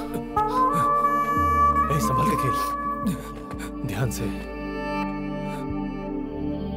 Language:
Hindi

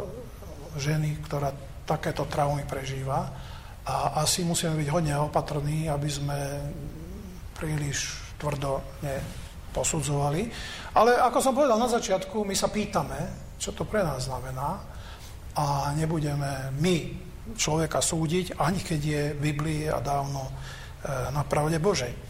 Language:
Slovak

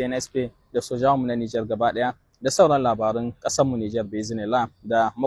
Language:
Hausa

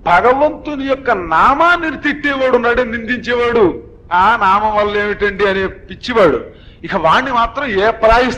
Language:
Telugu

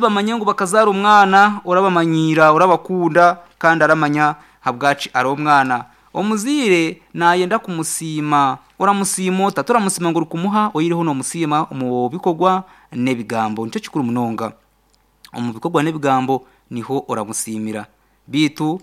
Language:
Nyankole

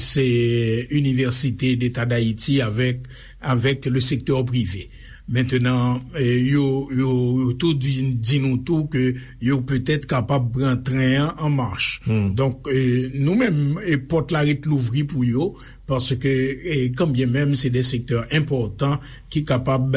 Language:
Haitian Creole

